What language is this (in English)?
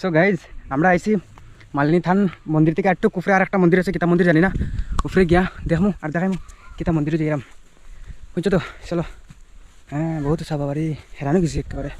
Sylheti